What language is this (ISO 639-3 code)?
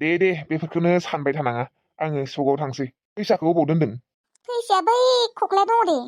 brx